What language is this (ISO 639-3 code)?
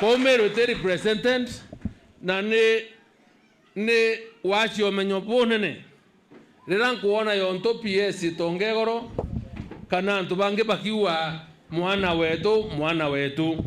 mer